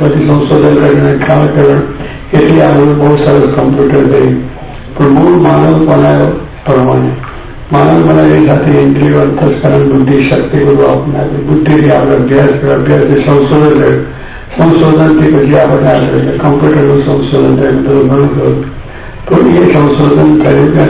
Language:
Gujarati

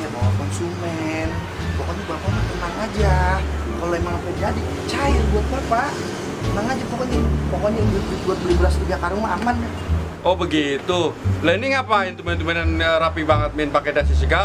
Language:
Betawi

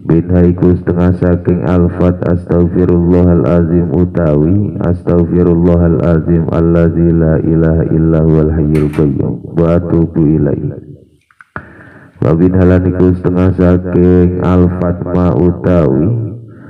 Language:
Javanese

